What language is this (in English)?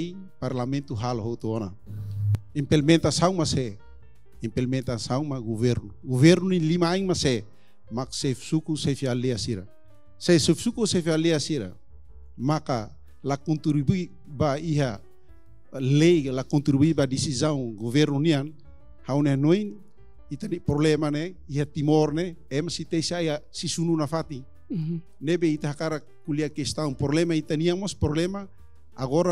Tetum